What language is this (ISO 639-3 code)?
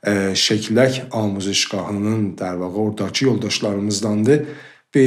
azb